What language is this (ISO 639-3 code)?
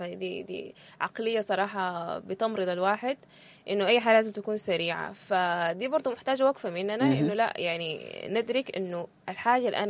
apd